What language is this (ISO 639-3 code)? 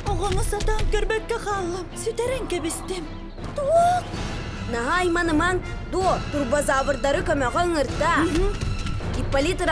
sah